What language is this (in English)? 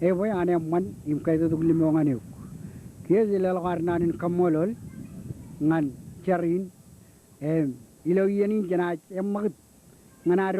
Marshallese